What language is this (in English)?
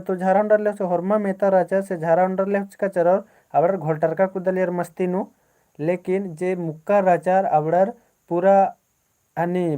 Kurukh